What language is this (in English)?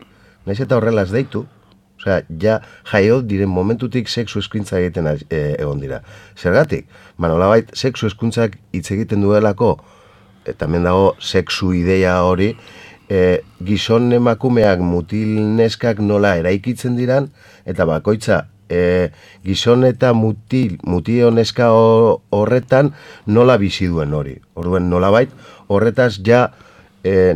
Basque